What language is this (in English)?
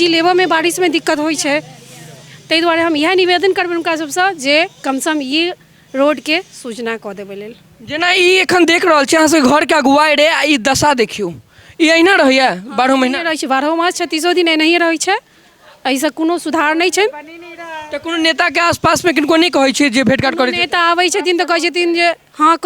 Maithili